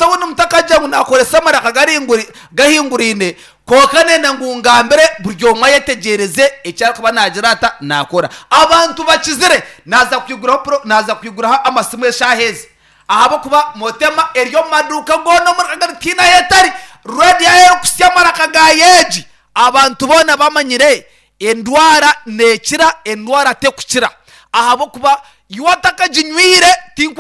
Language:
Nyankole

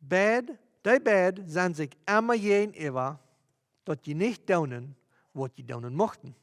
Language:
Plautdietsch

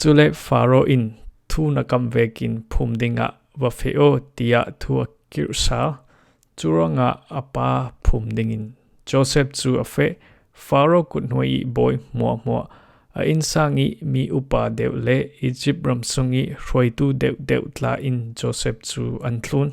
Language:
Falam Chin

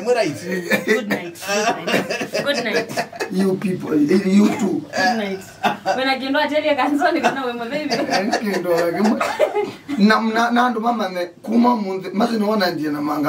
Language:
Kamba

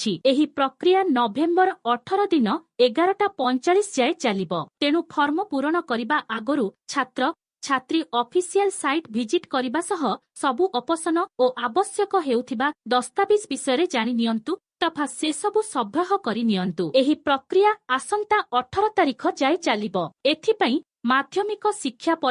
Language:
Odia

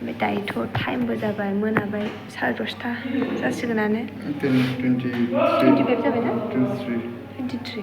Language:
Bodo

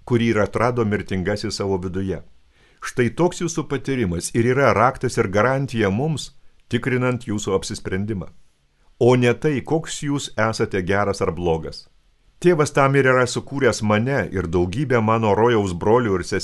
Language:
Lithuanian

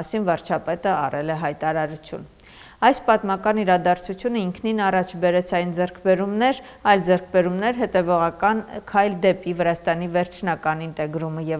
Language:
Armenian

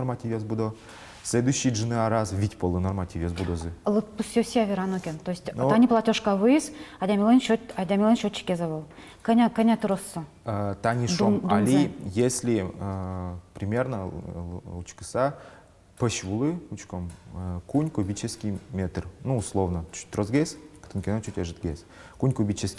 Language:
Udmurt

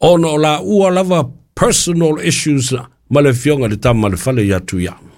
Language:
Samoan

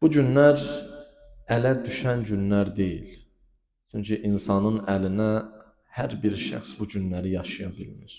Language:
Azerbaijani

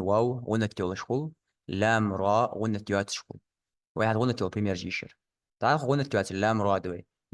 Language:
Ingush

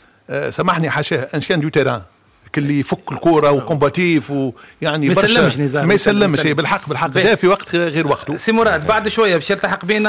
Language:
Tunisian Arabic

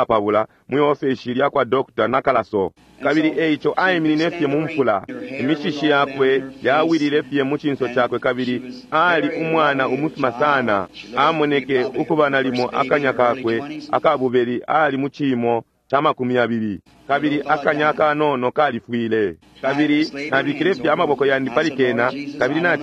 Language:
Bemba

